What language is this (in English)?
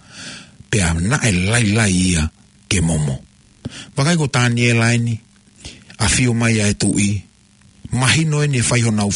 Tongan